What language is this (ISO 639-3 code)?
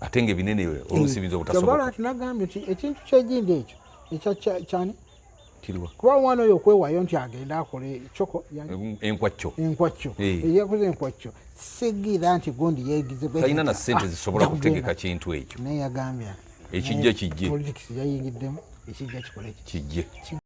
lug